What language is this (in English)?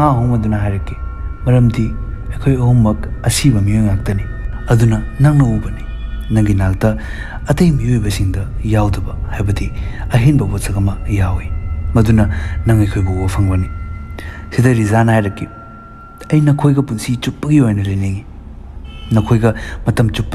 Manipuri